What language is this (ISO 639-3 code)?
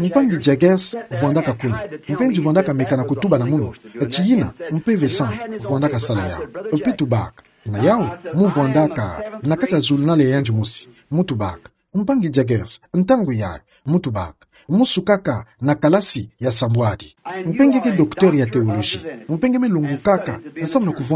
ktu